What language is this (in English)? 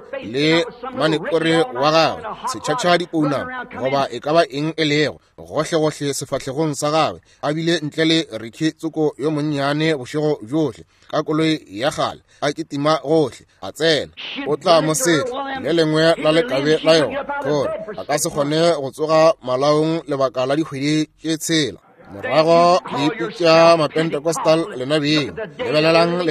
Northern Sotho